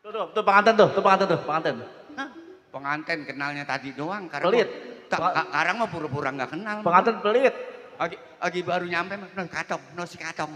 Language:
Betawi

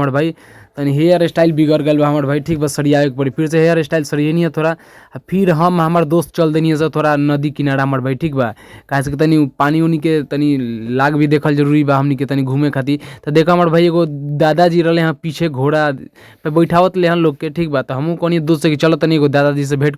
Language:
Bhojpuri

